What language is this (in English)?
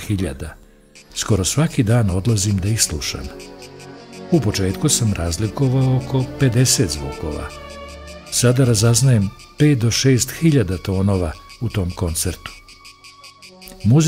Serbian